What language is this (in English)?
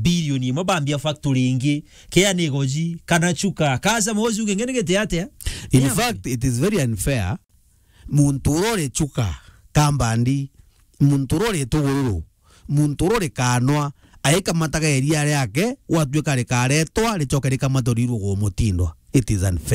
Meru